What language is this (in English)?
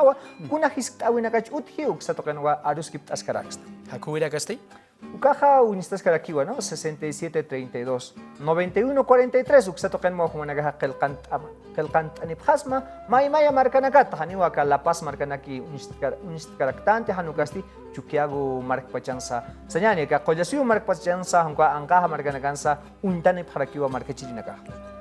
Aymara